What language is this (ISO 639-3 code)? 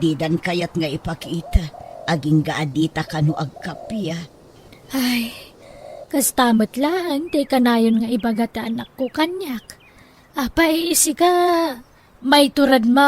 ilo